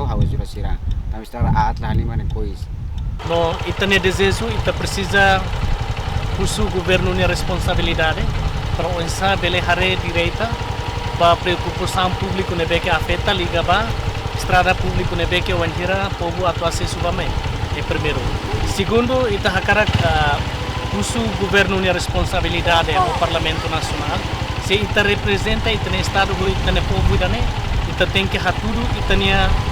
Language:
Tetum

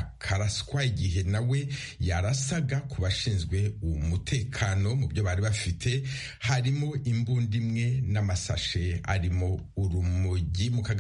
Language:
Kinyarwanda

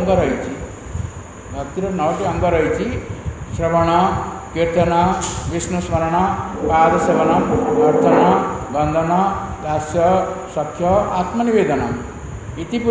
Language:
Odia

